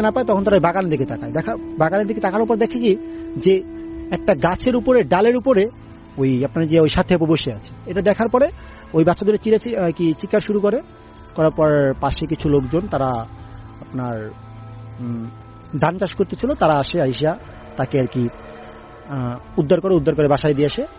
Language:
Bangla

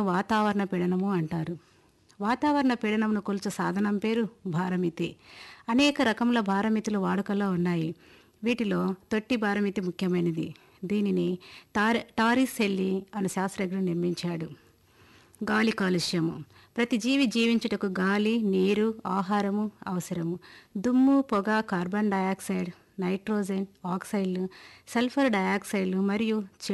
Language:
Telugu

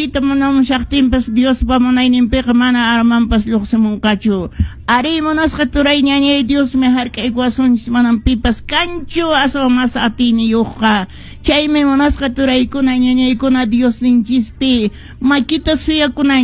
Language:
Quechua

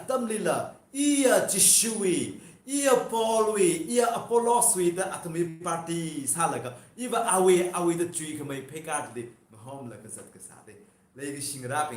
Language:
Tangkhul Naga (India)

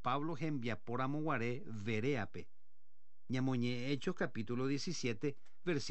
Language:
Guarani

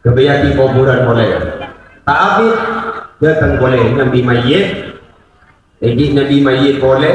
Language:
Madurese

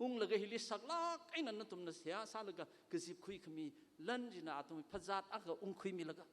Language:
Tangkhul Naga (India)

